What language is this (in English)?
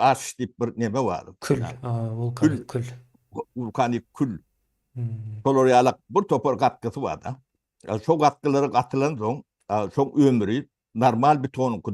Turkmen